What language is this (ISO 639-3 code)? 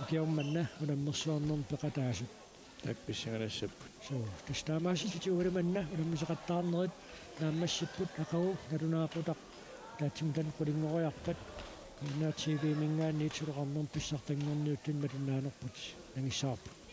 kal